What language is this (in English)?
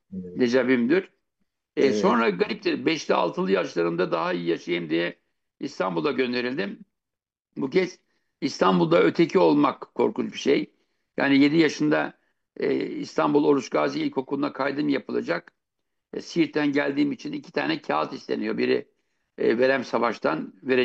Turkish